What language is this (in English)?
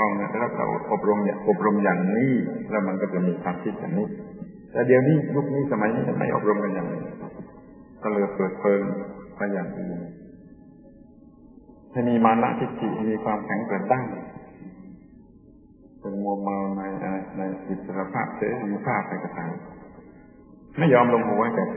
Thai